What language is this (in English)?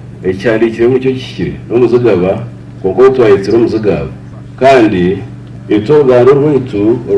Nyankole